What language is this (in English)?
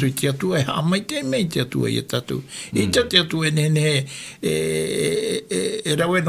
Tahitian